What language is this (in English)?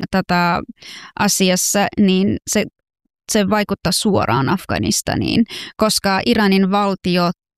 Finnish